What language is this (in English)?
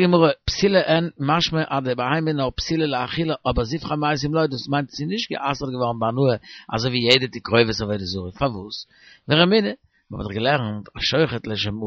Yiddish